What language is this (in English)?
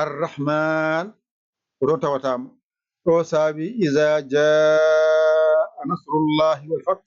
Fula